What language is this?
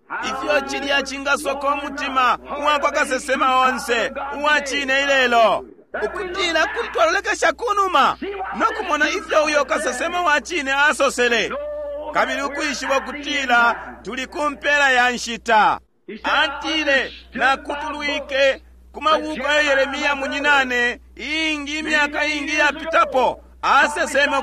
Bemba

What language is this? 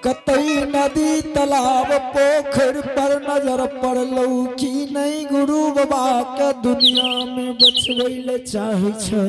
Angika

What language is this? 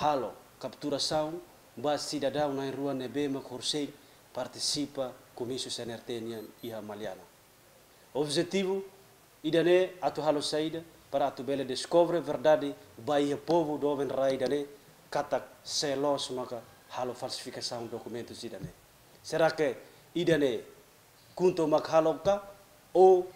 Tetum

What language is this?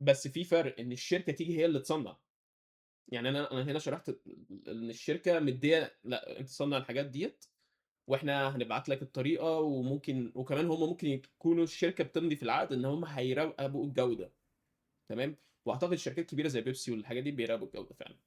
Egyptian Arabic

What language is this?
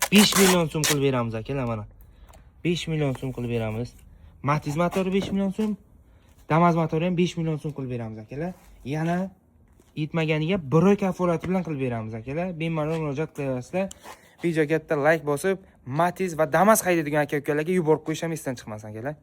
Uzbek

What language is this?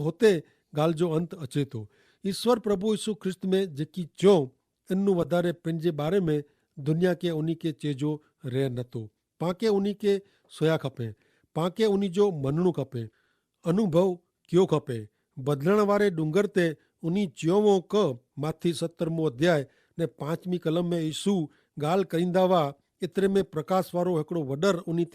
Kachhi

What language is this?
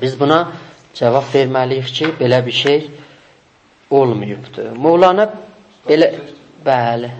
South Azerbaijani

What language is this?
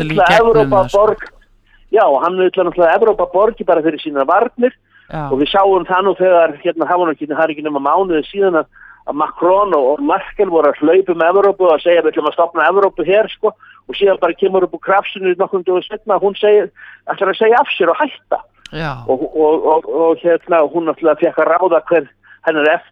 Icelandic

